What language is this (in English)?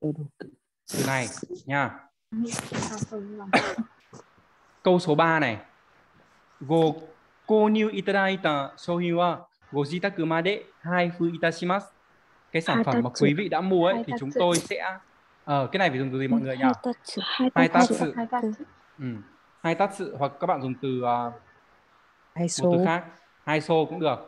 Vietnamese